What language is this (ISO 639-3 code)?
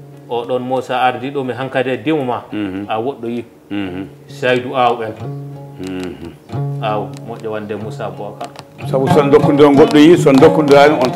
ful